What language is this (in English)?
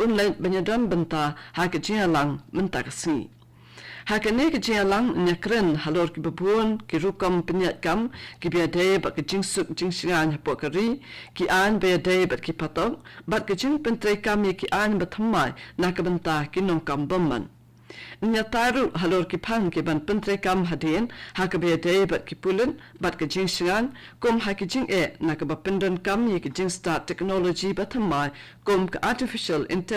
Khasi